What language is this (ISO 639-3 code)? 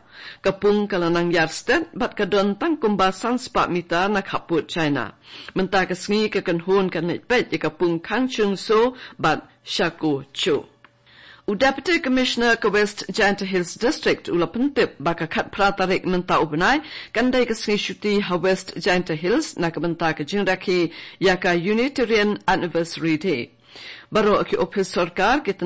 kha